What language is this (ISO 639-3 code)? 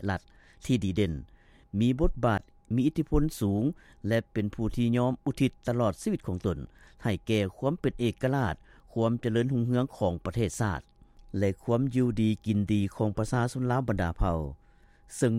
lao